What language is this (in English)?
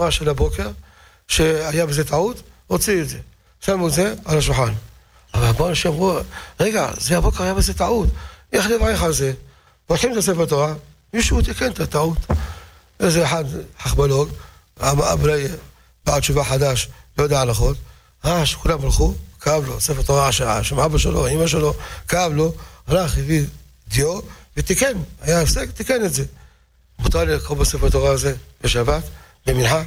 Hebrew